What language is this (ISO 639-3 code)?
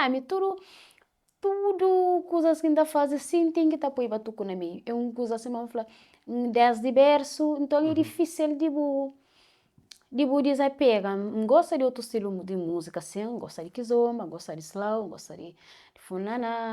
kea